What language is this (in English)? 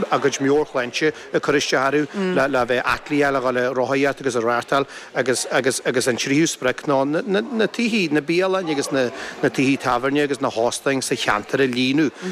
Irish